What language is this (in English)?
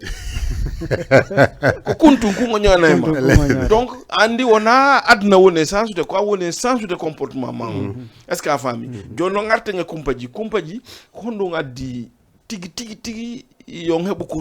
Fula